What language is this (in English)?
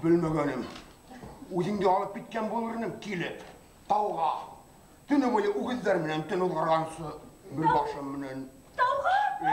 Bashkir